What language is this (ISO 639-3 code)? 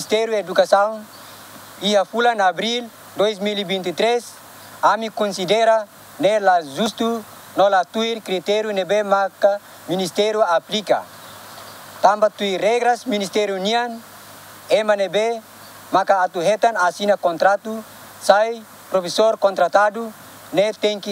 tet